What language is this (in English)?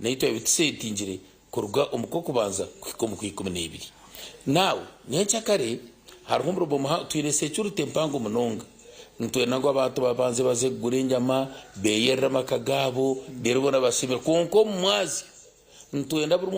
Nyankole